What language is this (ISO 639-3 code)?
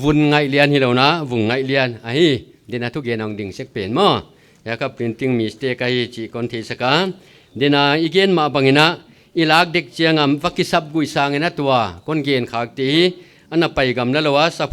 pck